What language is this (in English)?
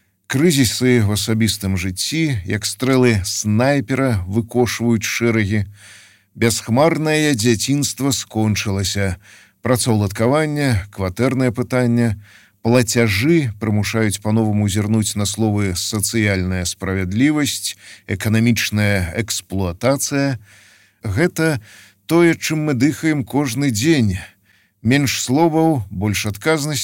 Belarusian